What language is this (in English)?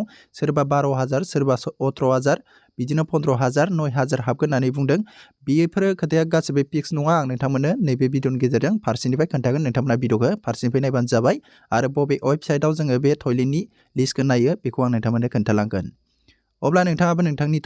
Bodo